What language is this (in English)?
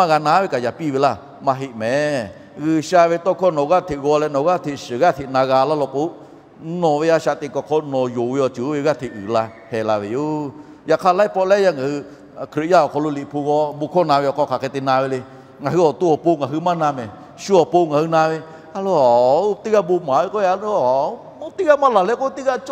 Lahu